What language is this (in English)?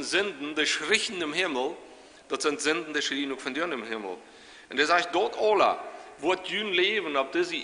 Plautdietsch